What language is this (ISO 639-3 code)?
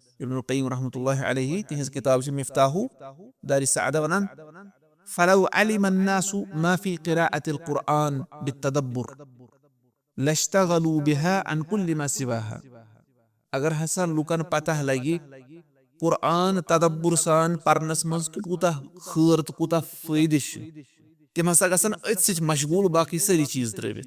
kas